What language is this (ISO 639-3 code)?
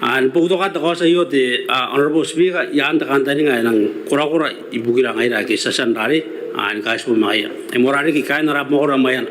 gil